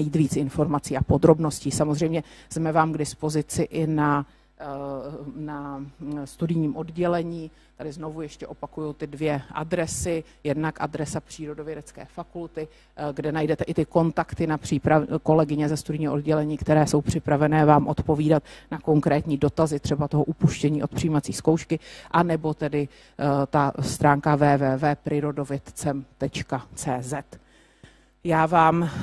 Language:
Czech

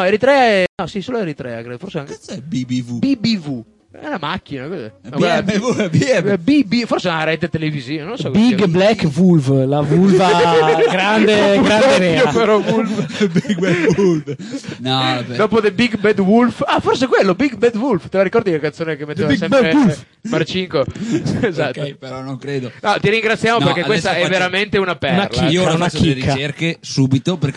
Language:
Italian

